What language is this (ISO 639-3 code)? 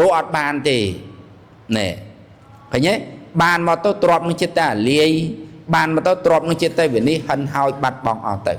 khm